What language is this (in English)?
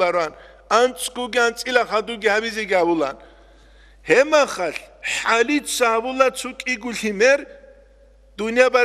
Avaric